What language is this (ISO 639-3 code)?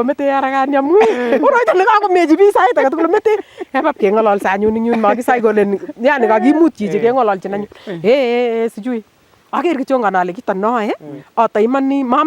niq